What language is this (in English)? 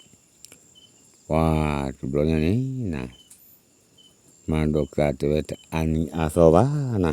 S'gaw Karen